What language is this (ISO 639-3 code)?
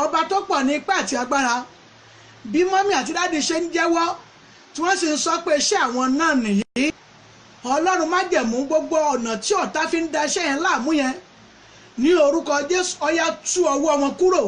yor